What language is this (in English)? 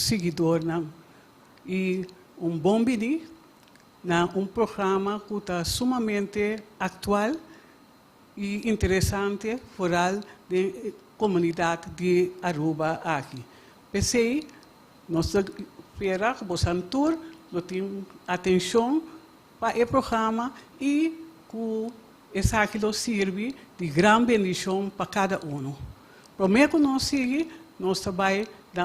Papiamento